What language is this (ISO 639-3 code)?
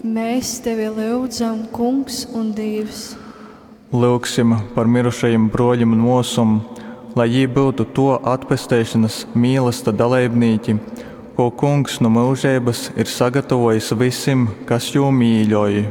ltg